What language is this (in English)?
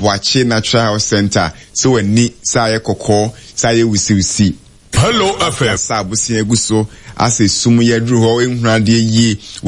Akan